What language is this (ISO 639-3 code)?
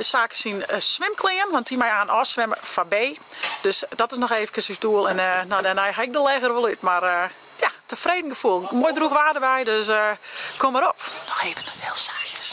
fry